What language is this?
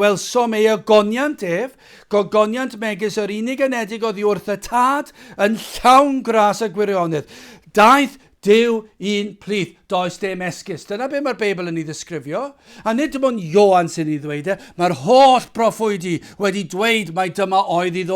Welsh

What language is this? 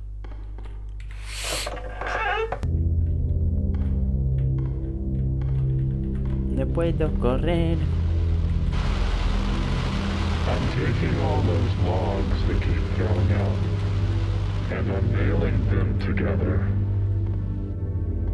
Spanish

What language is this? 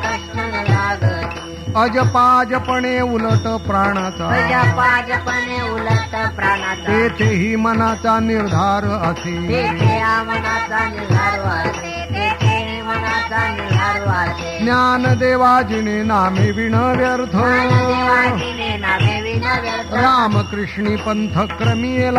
Marathi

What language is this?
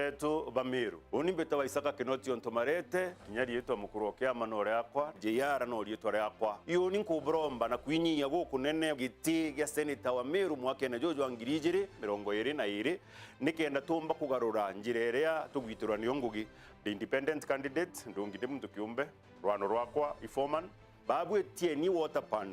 Meru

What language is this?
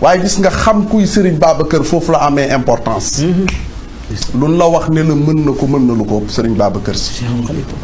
Wolof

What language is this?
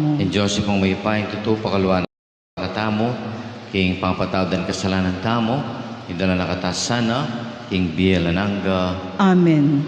Pampanga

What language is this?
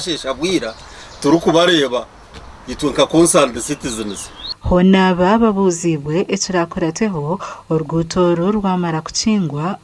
Nyankole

